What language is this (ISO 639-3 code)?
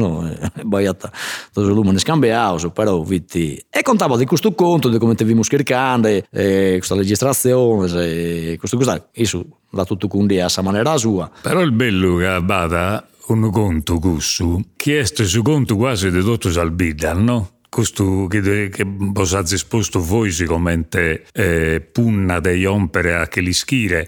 srd